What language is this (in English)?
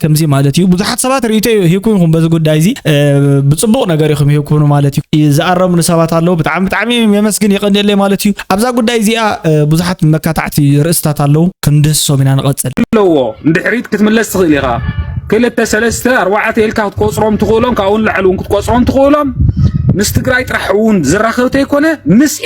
Tigrinya